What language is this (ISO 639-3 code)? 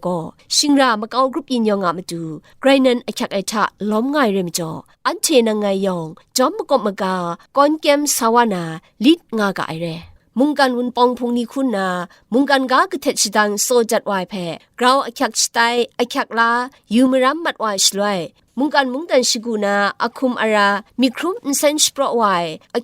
kac